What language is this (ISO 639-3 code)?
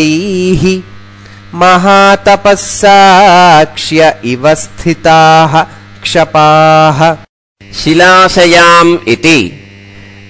san